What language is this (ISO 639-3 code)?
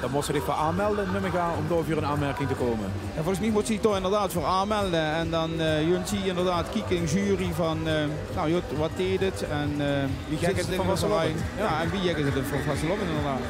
lim